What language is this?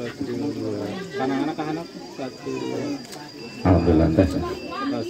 Sundanese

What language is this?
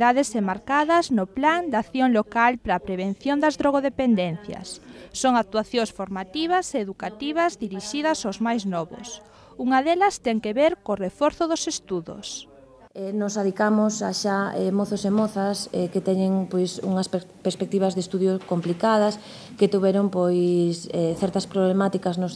Galician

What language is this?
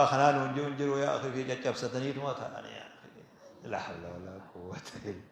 Oromo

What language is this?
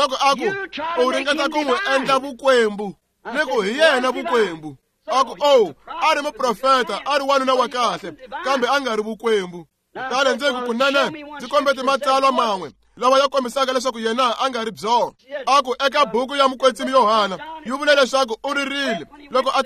Tsonga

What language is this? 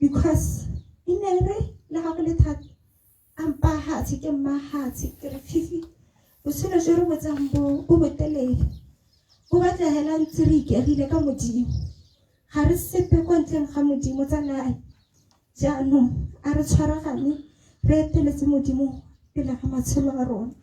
Tswana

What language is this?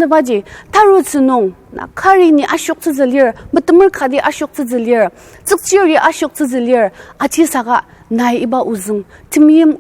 Ao Naga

